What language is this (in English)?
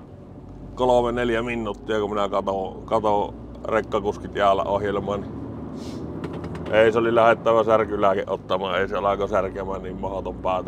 Finnish